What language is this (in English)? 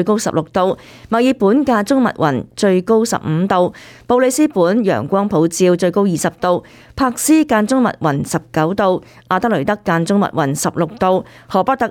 Cantonese